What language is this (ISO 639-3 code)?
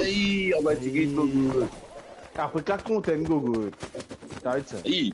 mfe